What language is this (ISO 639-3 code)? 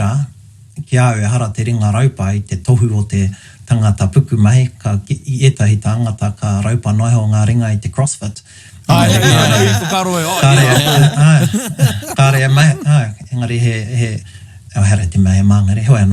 mri